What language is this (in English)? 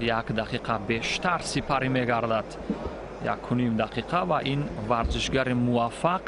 Tajik